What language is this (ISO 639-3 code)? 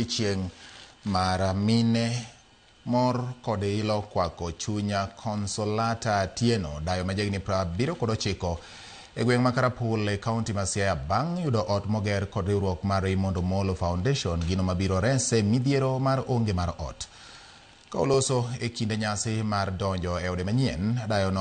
luo